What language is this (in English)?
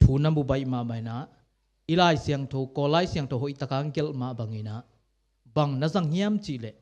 Tedim Chin